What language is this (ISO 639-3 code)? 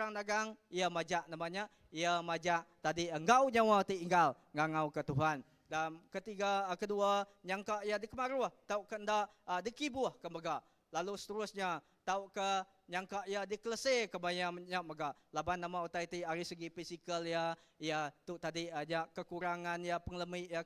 iba